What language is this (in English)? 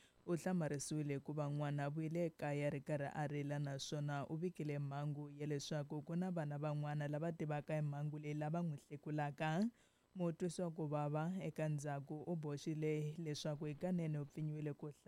Tsonga